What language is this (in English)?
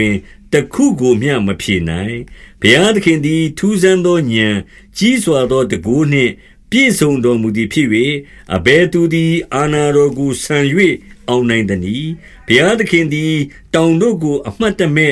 Burmese